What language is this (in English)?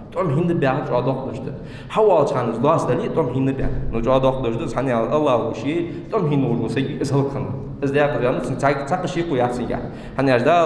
Ingush